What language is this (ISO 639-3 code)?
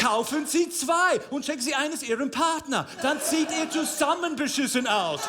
gsw